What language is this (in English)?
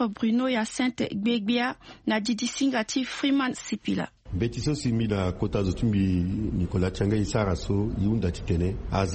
Sango